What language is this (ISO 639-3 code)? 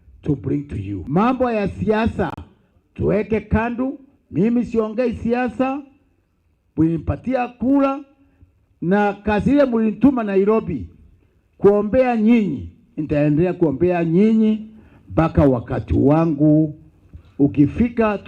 mer